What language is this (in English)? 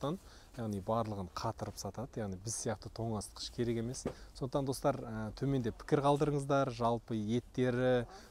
Kazakh